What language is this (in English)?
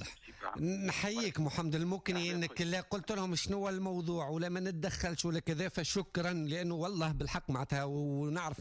Tunisian Arabic